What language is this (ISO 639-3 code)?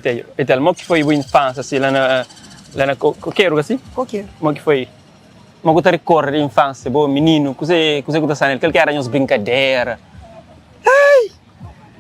kea